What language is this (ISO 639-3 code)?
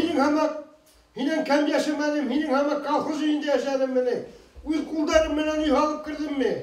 bak